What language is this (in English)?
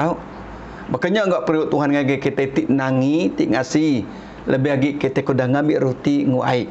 Iban